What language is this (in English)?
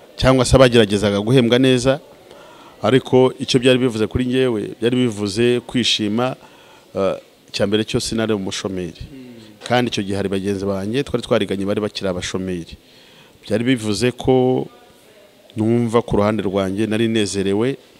Kinyarwanda